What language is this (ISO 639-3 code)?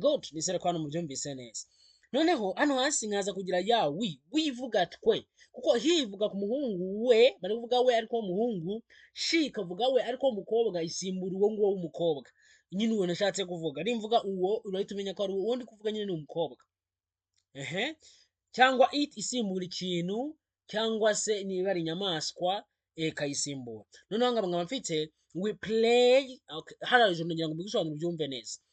kin